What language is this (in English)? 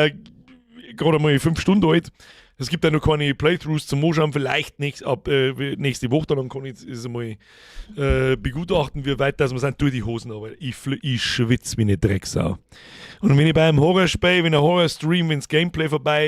Bavarian